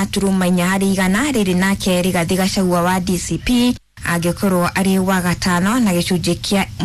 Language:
Kikuyu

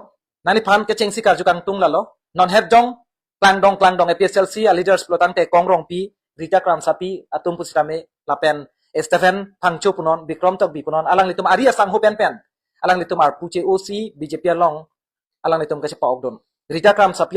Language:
Karbi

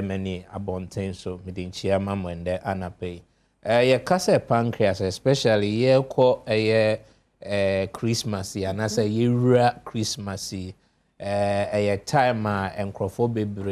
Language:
Akan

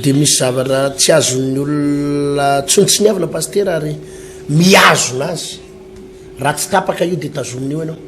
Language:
Malagasy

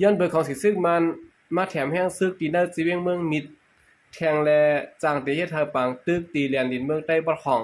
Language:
Shan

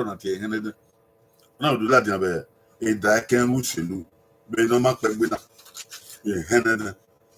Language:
Bini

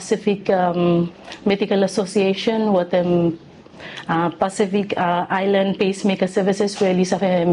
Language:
Bislama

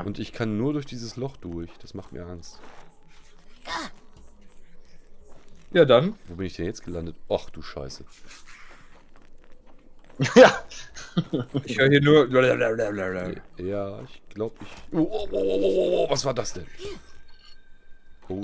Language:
German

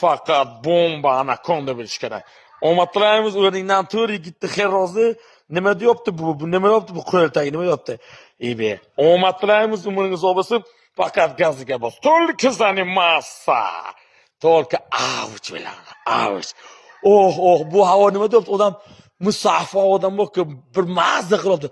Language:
Uzbek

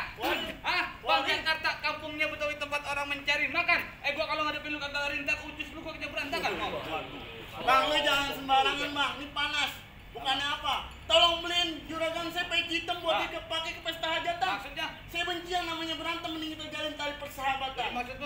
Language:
Betawi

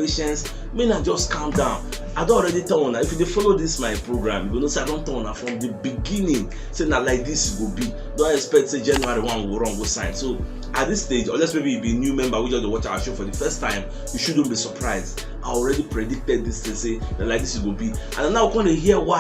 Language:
Nigerian Pidgin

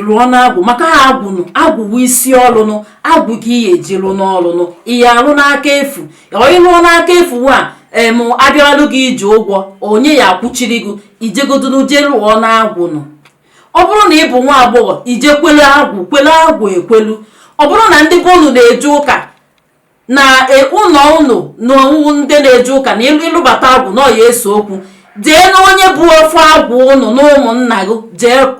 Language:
Igbo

